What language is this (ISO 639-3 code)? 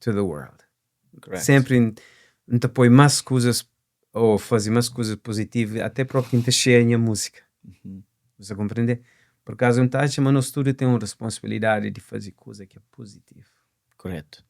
kea